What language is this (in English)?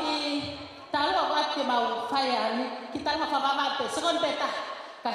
Tongan